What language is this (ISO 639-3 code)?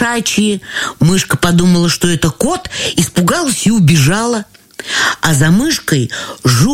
rus